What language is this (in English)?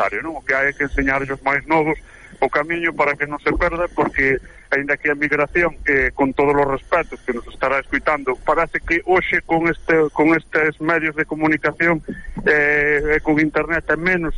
Galician